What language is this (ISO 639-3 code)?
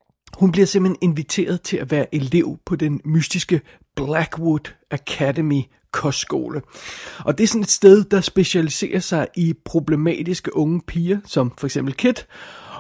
dan